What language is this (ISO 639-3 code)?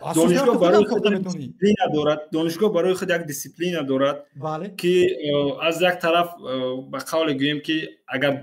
tgk